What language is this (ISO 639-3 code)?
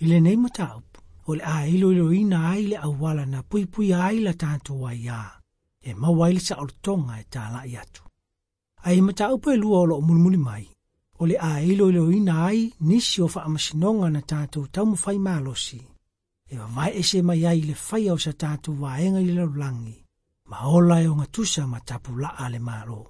smo